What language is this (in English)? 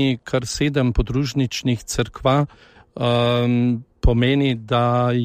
Slovenian